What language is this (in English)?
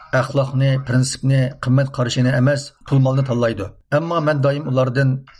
Uyghur